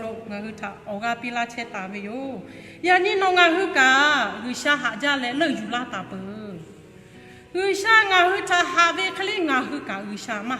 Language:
Lahu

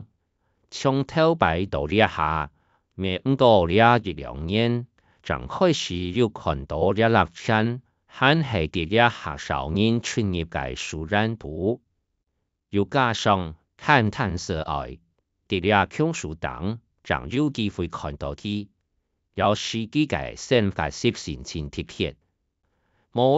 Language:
Hakka Chinese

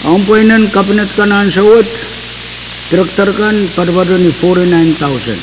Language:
Pohnpeian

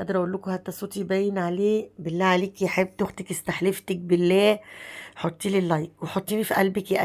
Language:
Egyptian Arabic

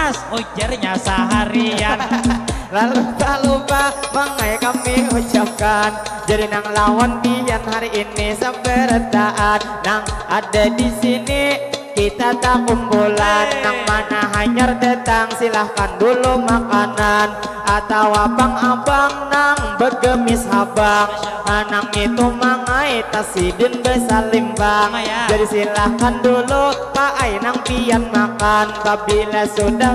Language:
Banjar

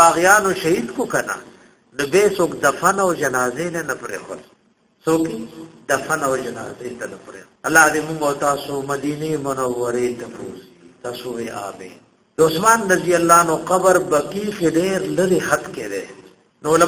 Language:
Pashto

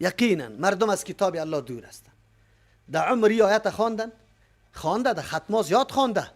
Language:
Persian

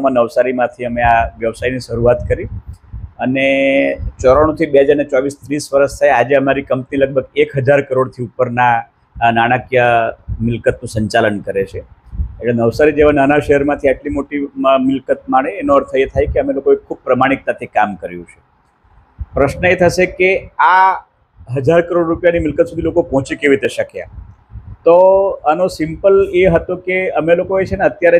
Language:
Gujarati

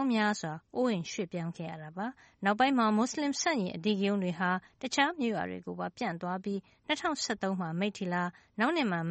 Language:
Burmese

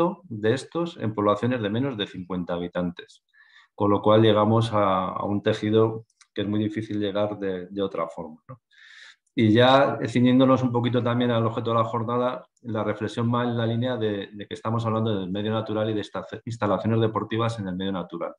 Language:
Spanish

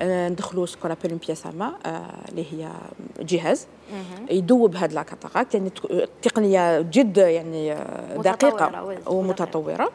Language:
Algerian Arabic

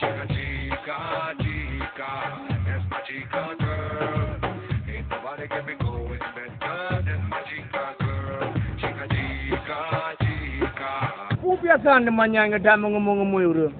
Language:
Achinese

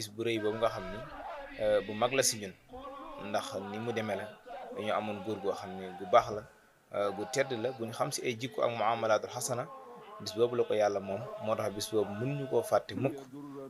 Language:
Wolof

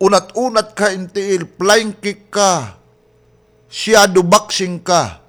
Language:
Waray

